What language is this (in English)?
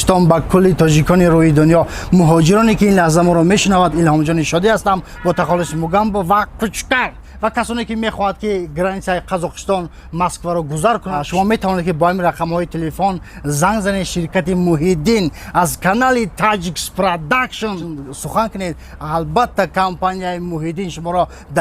Tajik